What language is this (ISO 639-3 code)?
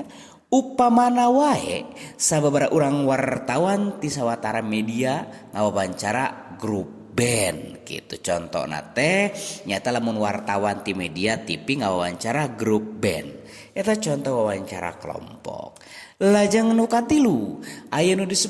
sun